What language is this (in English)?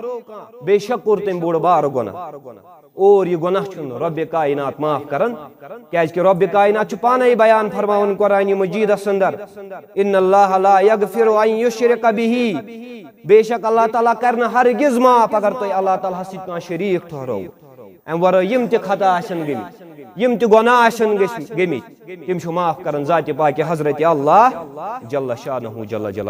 Kashmiri